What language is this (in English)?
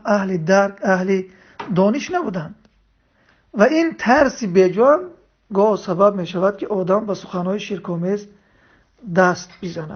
Tajik